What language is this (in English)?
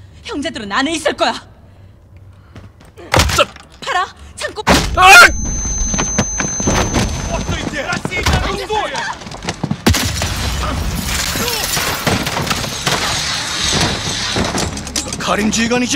Korean